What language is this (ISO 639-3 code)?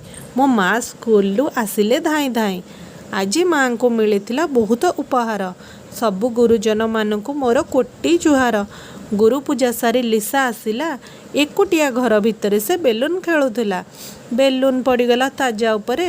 ori